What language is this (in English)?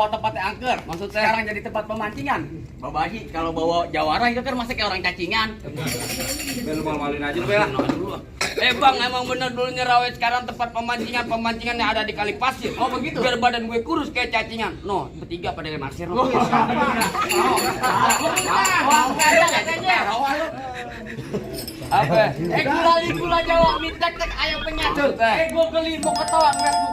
Betawi